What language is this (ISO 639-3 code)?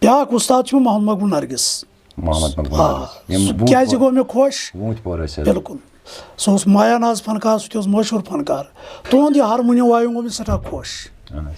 kas